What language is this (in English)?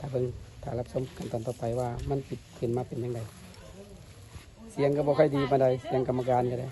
Lao